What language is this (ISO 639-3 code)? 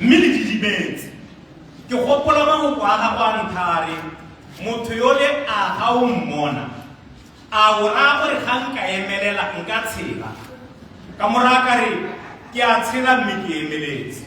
tsn